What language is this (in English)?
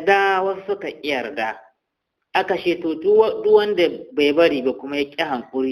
Hausa